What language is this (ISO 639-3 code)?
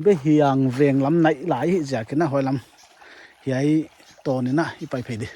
pck